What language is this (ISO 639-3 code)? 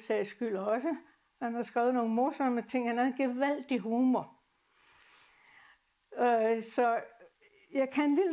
dan